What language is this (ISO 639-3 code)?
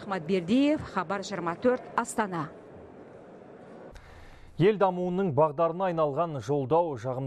kaz